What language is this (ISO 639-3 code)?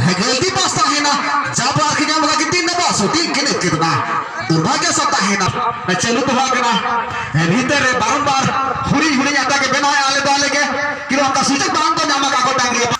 sat